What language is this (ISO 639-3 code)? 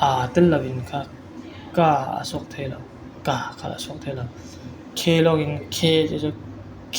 cfm